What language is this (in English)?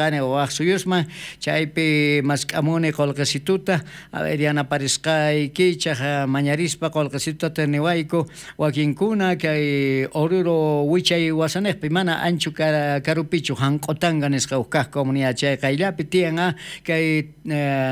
South Bolivian Quechua